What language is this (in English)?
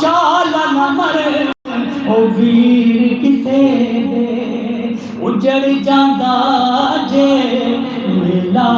Saraiki